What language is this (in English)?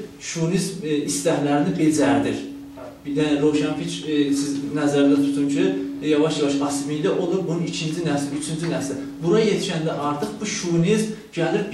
South Azerbaijani